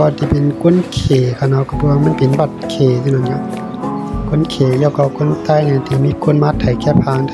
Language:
Shan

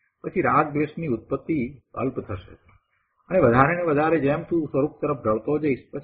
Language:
Gujarati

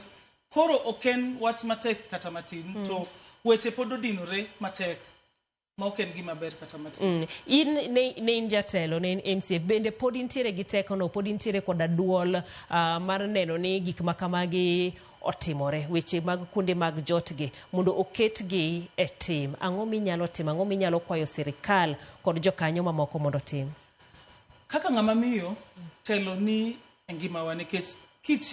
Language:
Luo (Kenya and Tanzania)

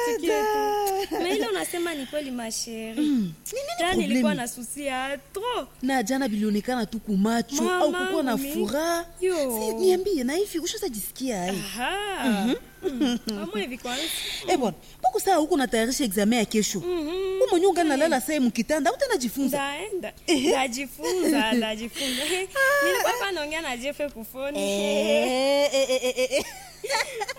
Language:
Swahili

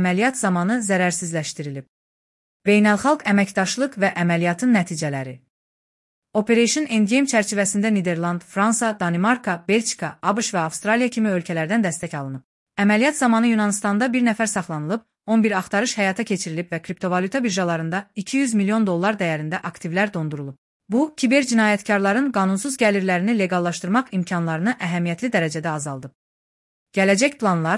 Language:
Azerbaijani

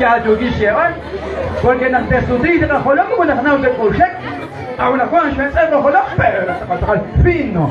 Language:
Kekchí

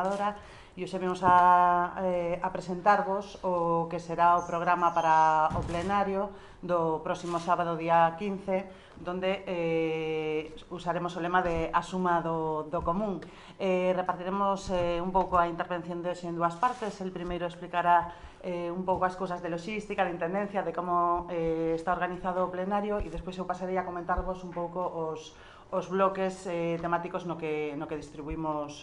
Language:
Galician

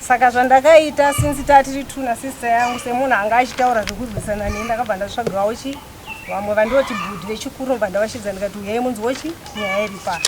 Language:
Shona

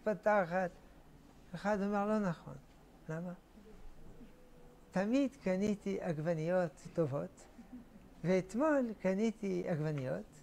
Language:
Hebrew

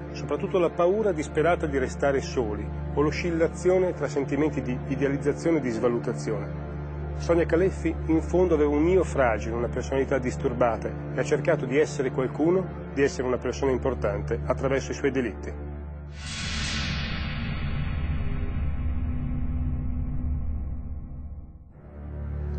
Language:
Italian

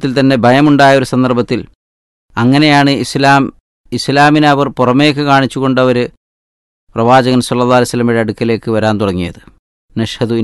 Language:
Malayalam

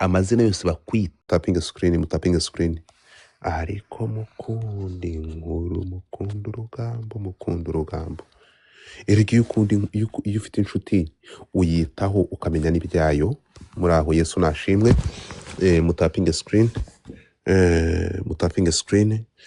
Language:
Kinyarwanda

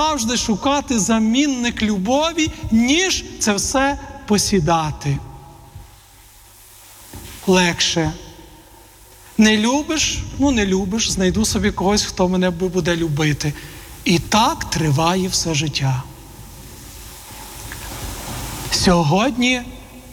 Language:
Ukrainian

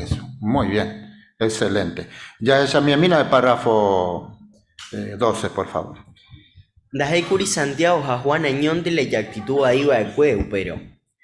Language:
Guarani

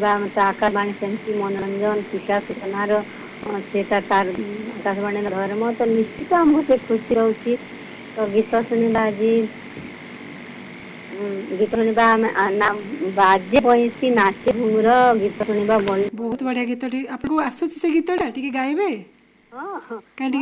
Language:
Odia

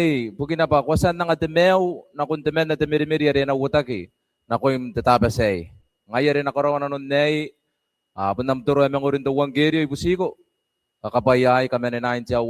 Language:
Gilbertese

